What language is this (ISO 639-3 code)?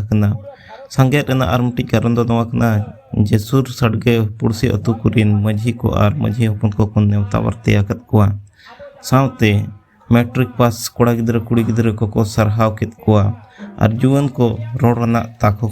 sat